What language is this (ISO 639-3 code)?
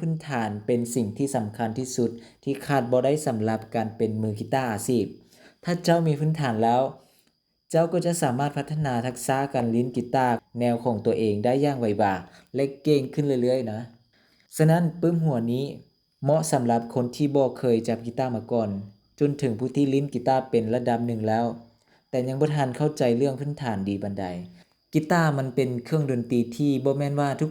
lao